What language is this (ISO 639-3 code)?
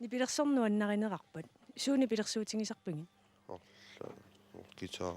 kal